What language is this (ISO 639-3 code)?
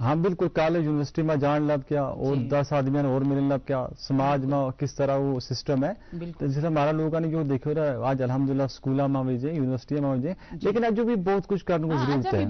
gju